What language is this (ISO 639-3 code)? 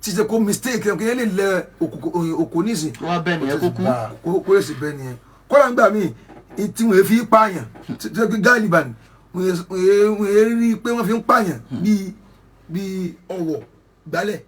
yor